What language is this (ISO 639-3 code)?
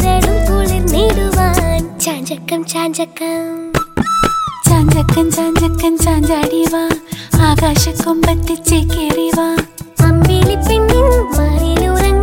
mal